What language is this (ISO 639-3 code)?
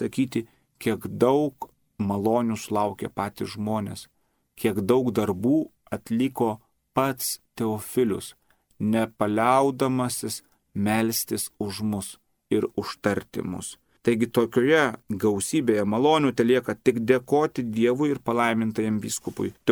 lit